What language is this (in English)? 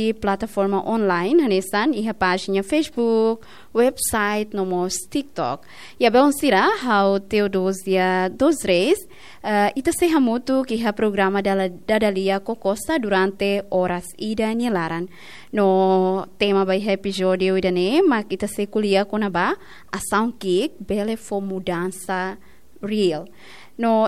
Tetum